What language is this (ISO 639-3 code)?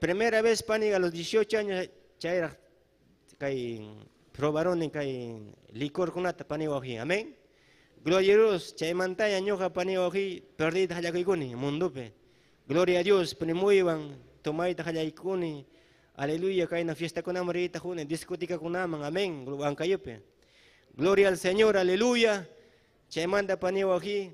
quy